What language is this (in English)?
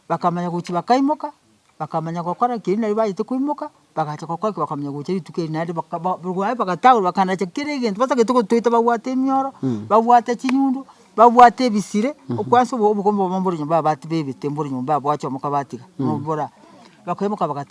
Gusii